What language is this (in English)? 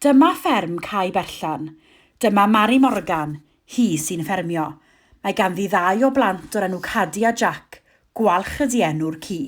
Welsh